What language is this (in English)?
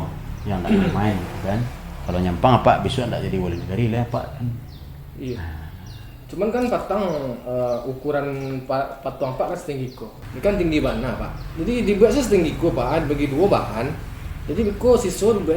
Minangkabau